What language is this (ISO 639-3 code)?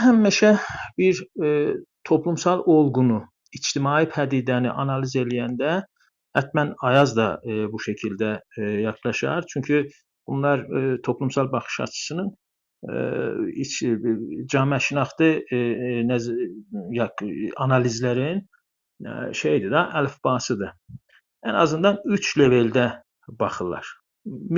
azb